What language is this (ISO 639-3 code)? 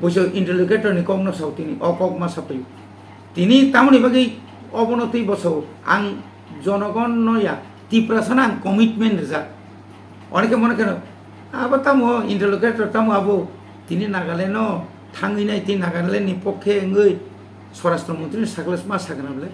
trp